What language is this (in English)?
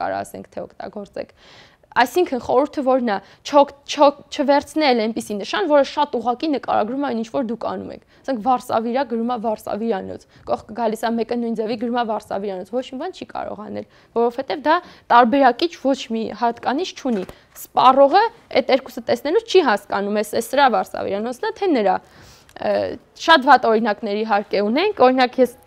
Armenian